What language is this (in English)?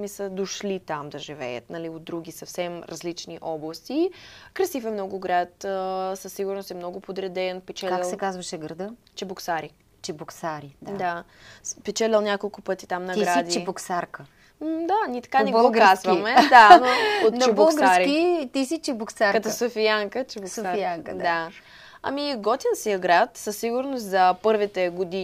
Bulgarian